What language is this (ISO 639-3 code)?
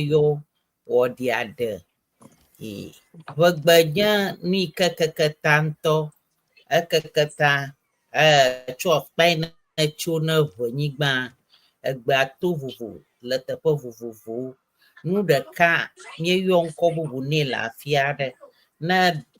ewe